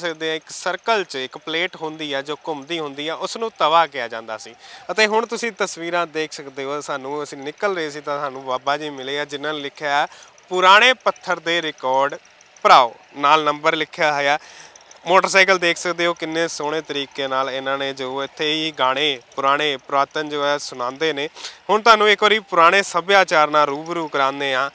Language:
Punjabi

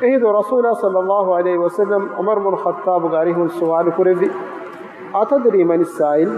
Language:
Divehi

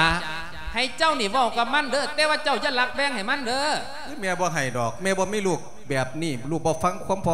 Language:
Lao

